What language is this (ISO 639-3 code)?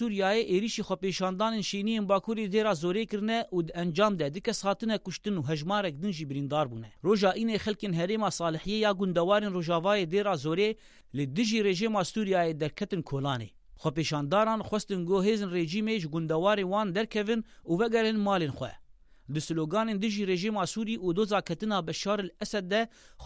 kur